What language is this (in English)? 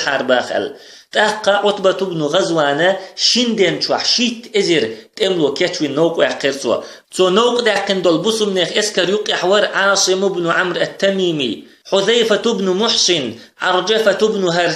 Chechen